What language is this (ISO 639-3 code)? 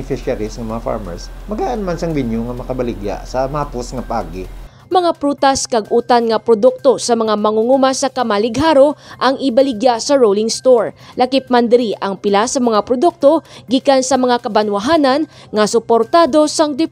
hil